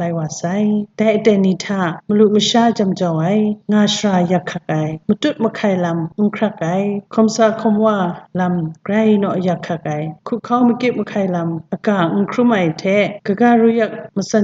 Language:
Kachin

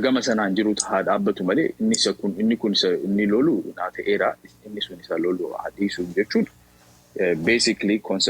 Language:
Oromo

